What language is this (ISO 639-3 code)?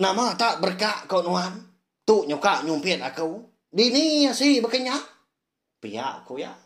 iba